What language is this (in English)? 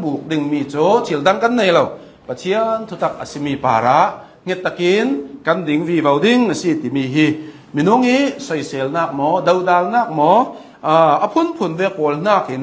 Hakha Chin